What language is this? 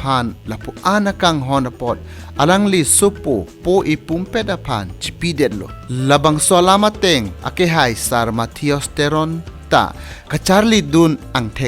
Karbi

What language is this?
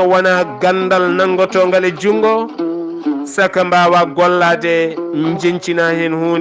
Fula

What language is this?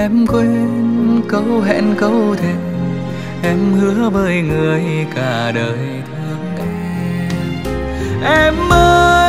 Vietnamese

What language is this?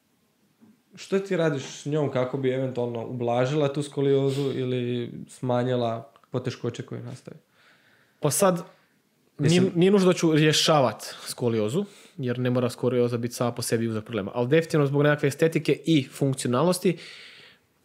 Croatian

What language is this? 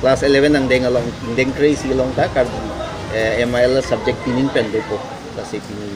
Karbi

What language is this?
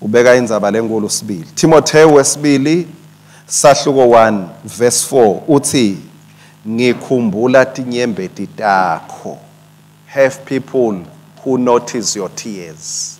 Swati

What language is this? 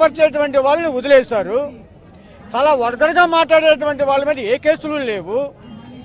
Telugu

